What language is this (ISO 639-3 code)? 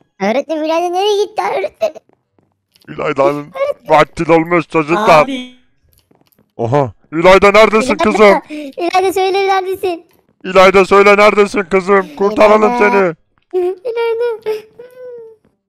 tur